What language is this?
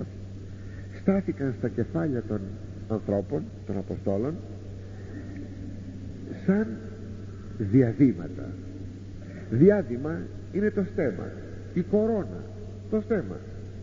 Greek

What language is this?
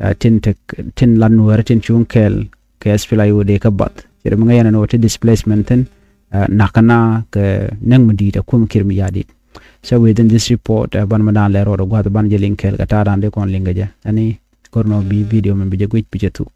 Nuer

